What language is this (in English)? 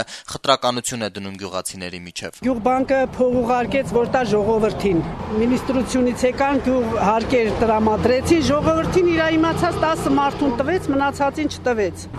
Armenian